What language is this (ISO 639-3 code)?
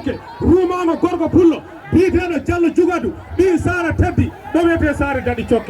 ful